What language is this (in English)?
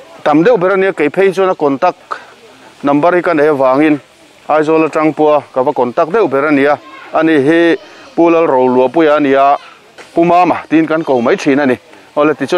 Mizo